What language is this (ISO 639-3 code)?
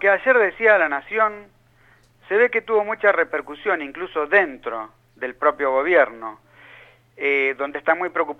spa